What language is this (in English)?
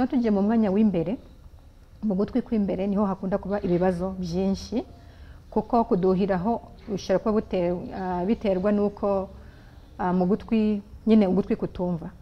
Kinyarwanda